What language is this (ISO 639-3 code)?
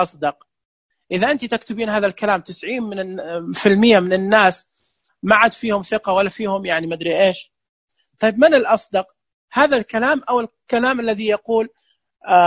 ars